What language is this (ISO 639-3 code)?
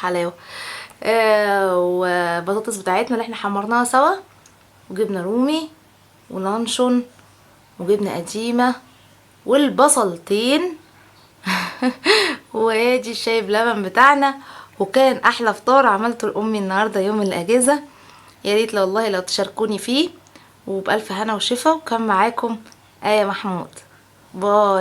arz